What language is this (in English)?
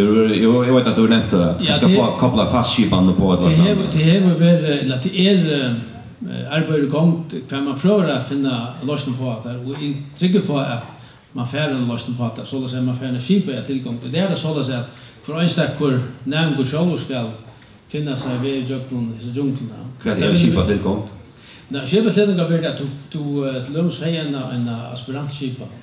Faroese